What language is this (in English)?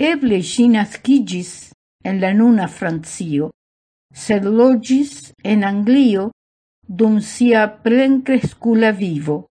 Esperanto